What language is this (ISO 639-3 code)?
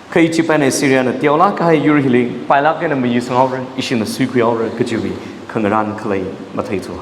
nmf